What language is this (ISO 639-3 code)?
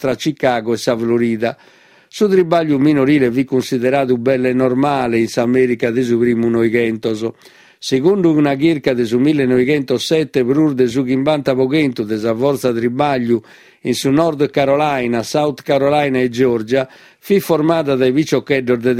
srd